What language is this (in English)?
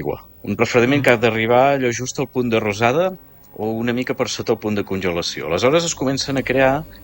Catalan